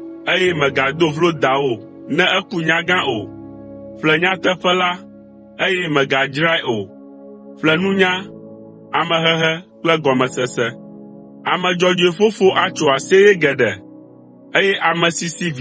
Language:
Ewe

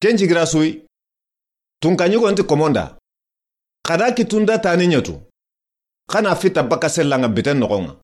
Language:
Soninke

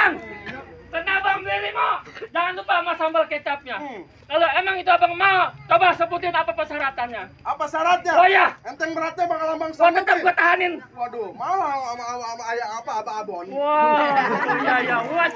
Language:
Betawi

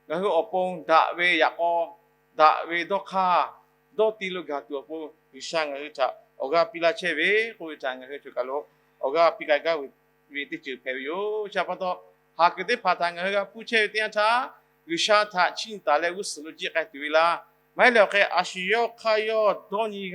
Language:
Lahu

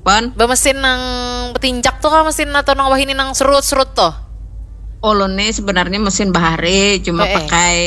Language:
Banjar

